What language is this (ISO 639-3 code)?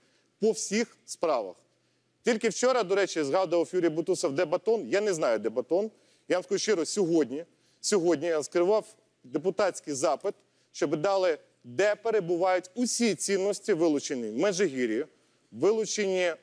ukr